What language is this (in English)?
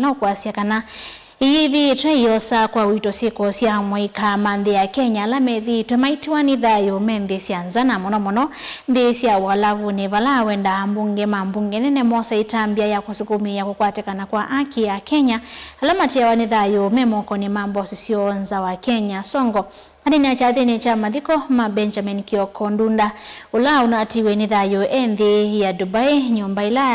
Kamba